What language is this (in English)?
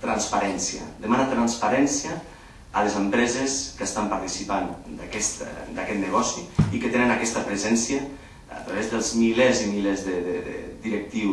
Catalan